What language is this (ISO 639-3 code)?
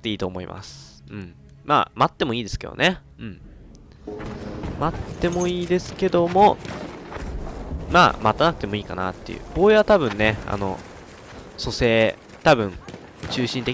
jpn